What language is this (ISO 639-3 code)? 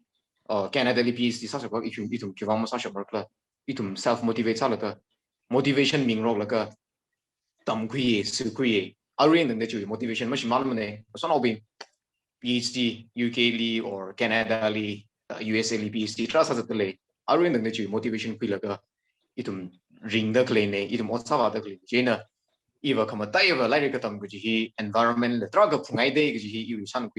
nmf